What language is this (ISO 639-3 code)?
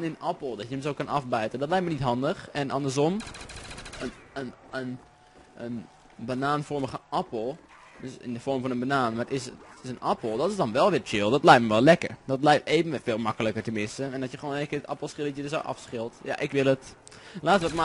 nld